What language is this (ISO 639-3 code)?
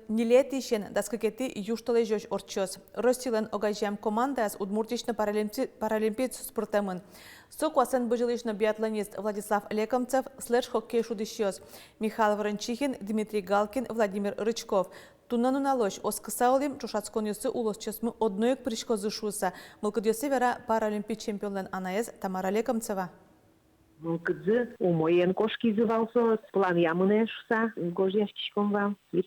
udm